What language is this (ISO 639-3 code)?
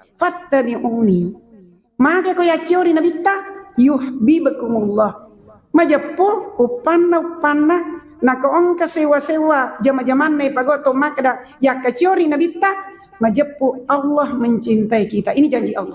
bug